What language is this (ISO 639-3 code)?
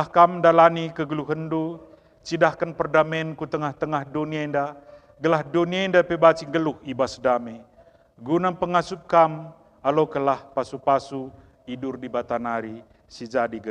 btx